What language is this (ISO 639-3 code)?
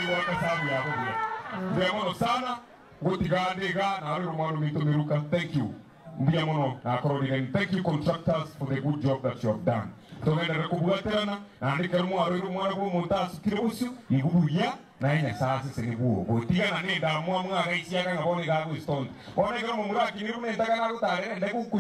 guz